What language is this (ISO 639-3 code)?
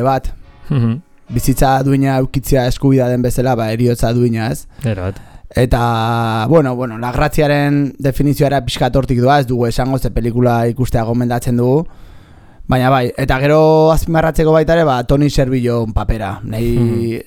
eus